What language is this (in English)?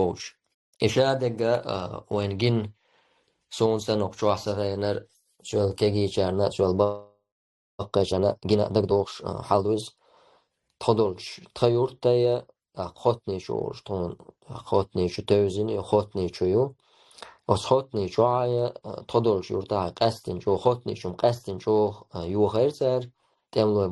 Chechen